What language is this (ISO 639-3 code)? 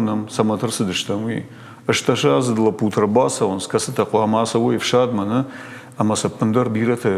oss